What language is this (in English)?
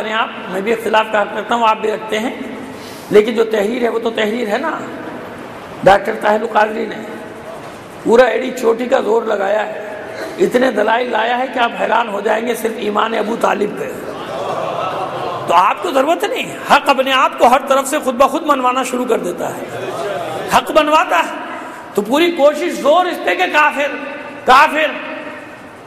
Urdu